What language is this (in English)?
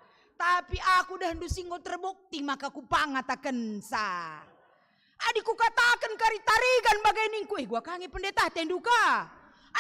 Batak Karo